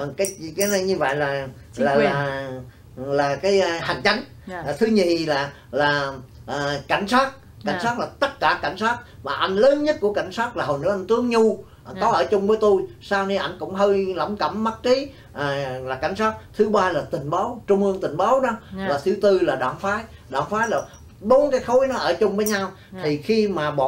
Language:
Vietnamese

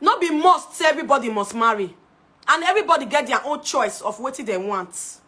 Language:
Nigerian Pidgin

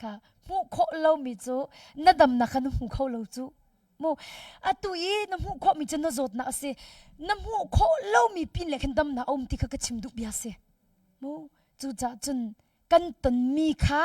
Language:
Hakha Chin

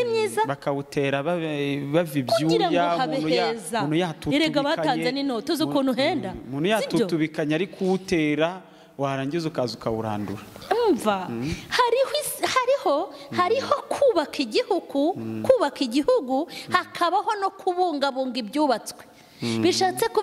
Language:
Kinyarwanda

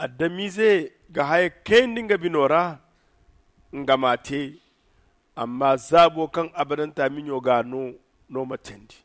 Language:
Zarma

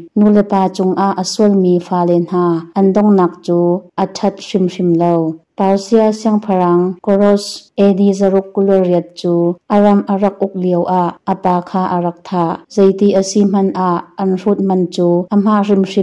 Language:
Hakha Chin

